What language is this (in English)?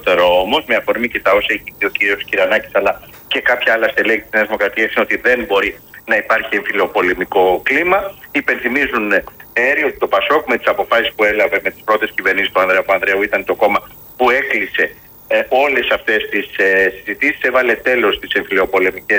Greek